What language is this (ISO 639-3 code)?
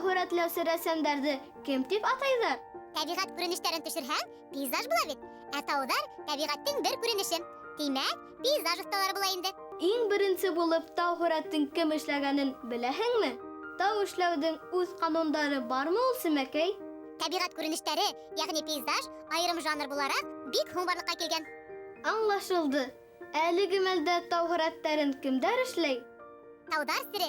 bak